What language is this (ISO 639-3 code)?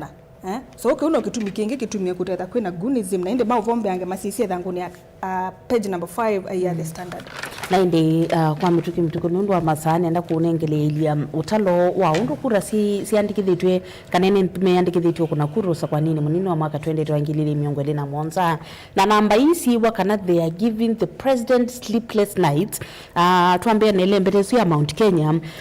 kam